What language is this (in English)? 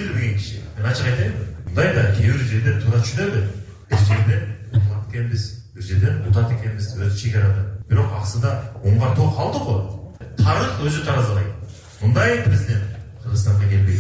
Kyrgyz